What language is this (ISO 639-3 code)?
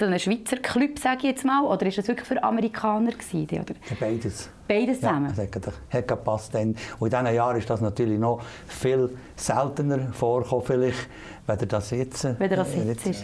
gsw